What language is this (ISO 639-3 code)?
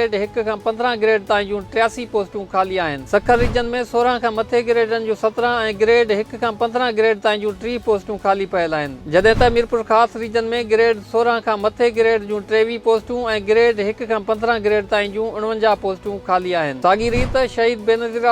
snd